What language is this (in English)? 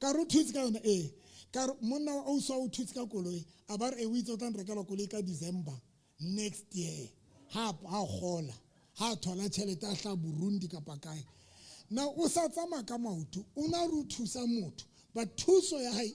Southern Sotho